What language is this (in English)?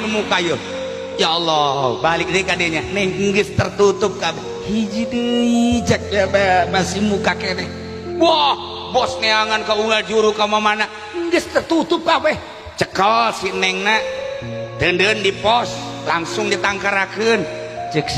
Sundanese